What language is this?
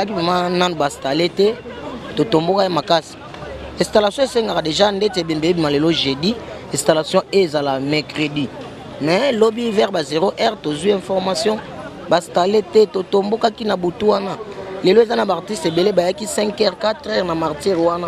Lingala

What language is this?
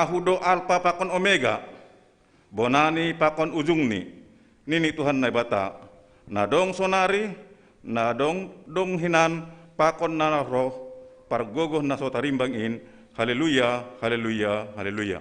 Batak Simalungun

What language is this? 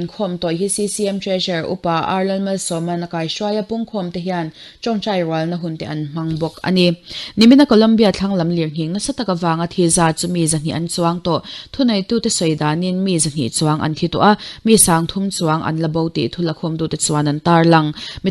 Mizo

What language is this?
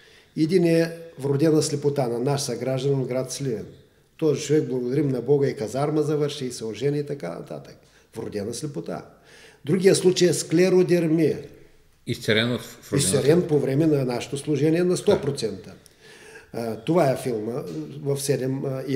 Bulgarian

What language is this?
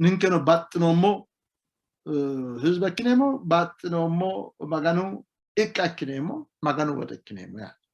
Sidamo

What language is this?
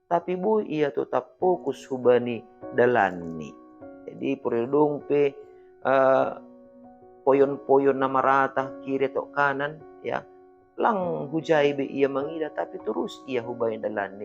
Batak Simalungun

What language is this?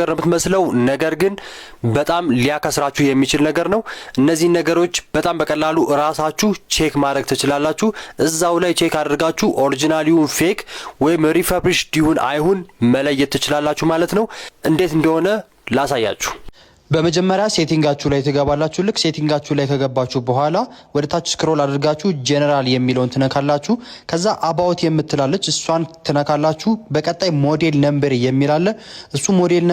Amharic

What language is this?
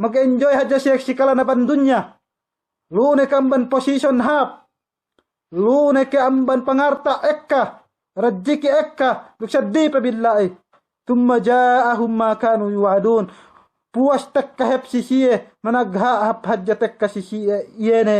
Yakan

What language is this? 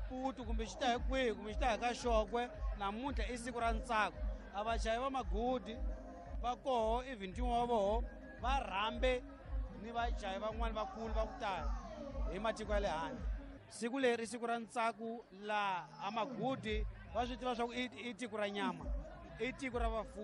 Tsonga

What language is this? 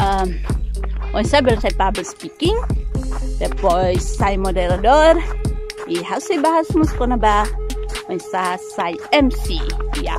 Tetum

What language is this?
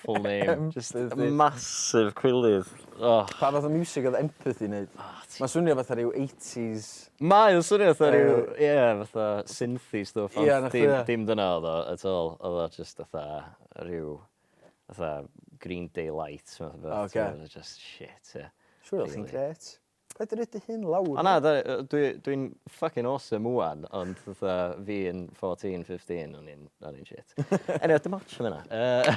Welsh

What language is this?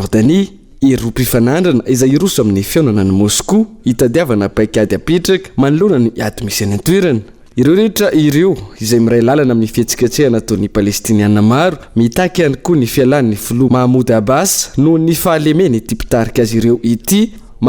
Malagasy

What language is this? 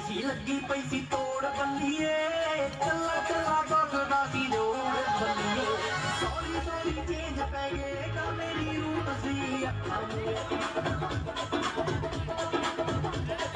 Punjabi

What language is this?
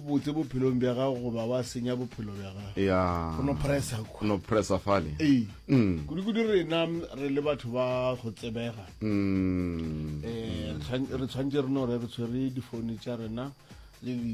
Northern Sotho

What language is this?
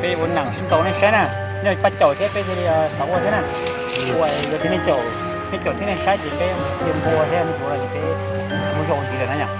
Hmong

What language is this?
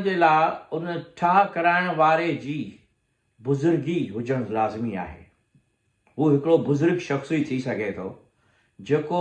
Sindhi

